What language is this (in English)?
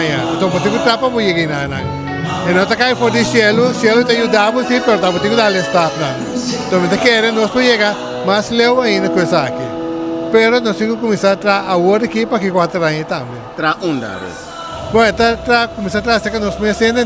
Papiamento